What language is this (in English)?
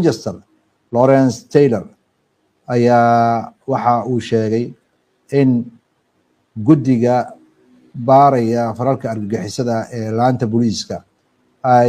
Somali